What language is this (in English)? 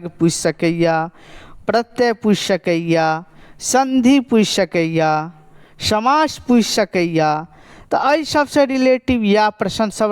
Maithili